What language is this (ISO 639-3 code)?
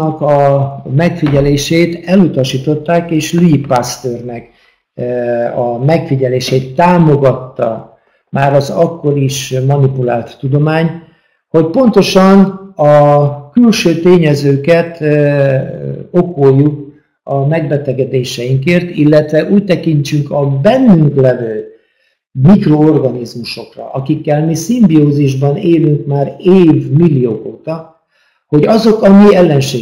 hun